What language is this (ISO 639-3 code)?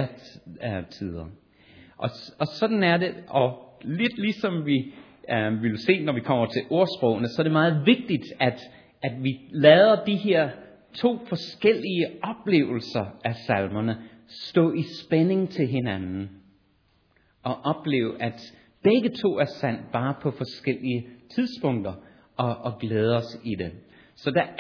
dan